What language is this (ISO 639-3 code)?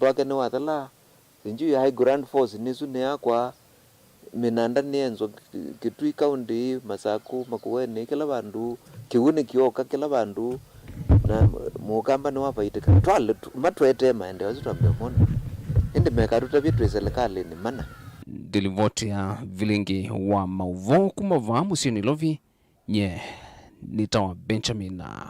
kam